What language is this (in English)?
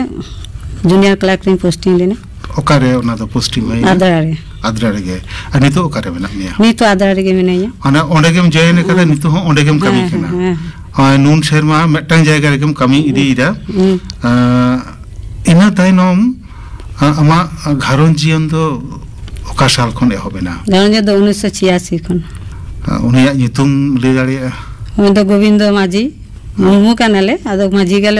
Santali